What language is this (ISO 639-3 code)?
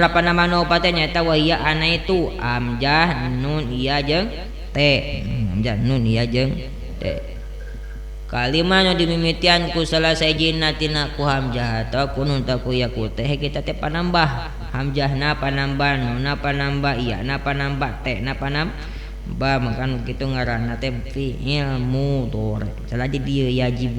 sun